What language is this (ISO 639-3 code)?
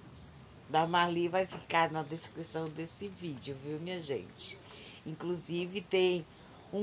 por